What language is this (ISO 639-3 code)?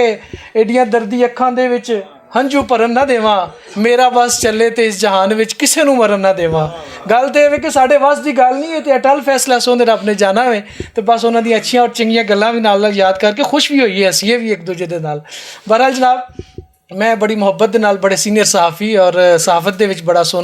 lah